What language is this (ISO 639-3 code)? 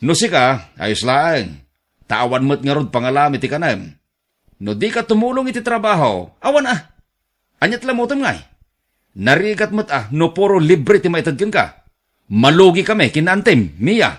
ilo